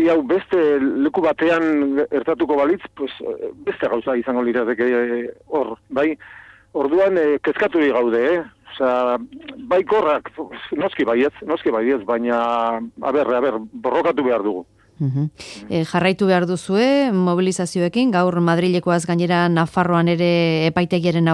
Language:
Basque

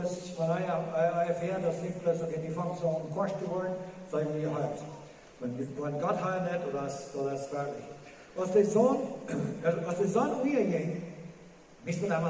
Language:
Plautdietsch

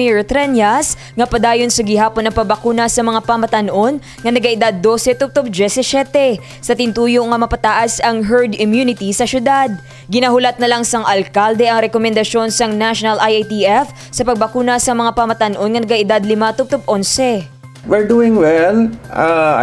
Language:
Hiligaynon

